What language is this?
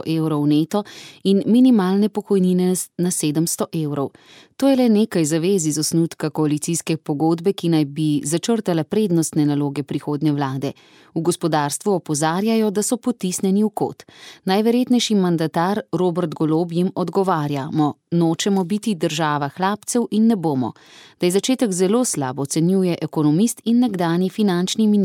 Slovenian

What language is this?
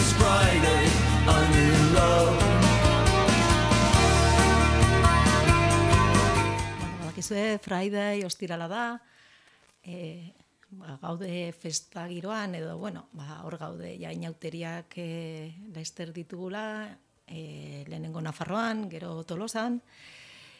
Basque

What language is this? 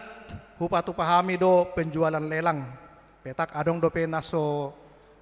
Batak Toba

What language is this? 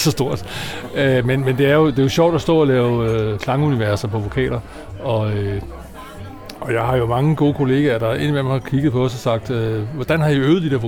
Danish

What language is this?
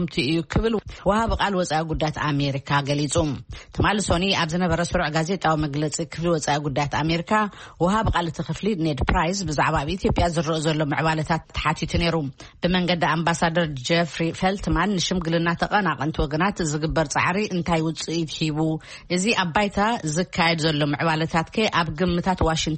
Tigrinya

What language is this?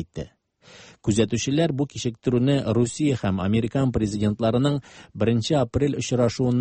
Tatar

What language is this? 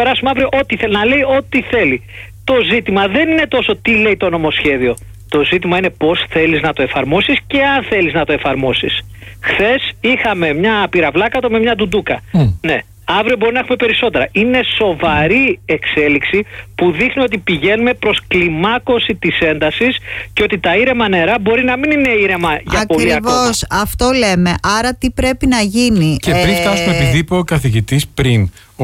Greek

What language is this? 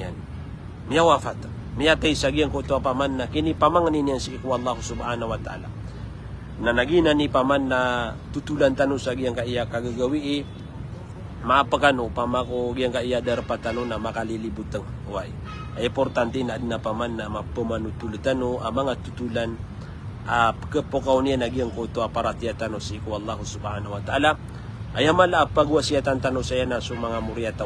Maranao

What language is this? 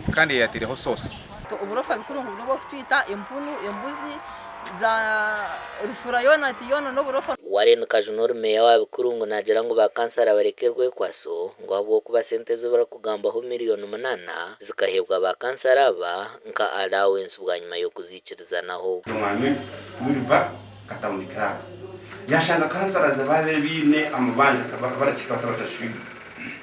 Nyankole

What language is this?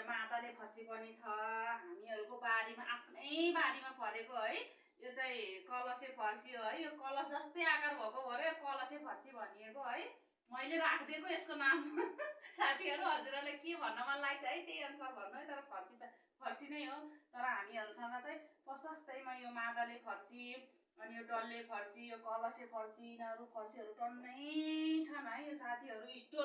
Nepali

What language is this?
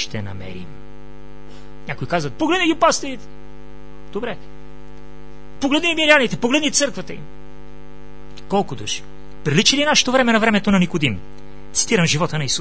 Bulgarian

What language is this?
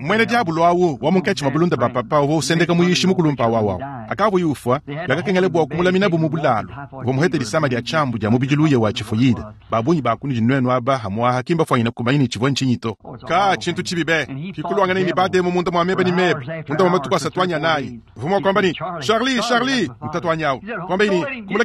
Luba-Lulua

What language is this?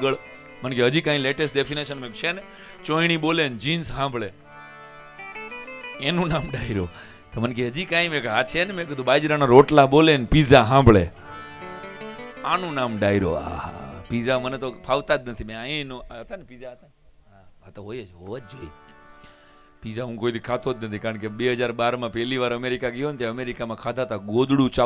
Gujarati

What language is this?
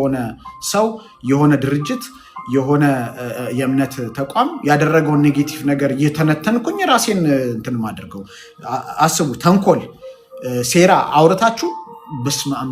Amharic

